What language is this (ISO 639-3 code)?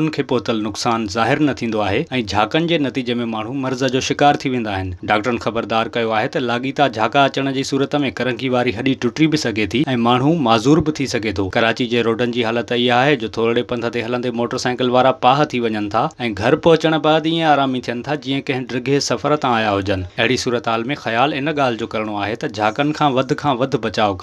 snd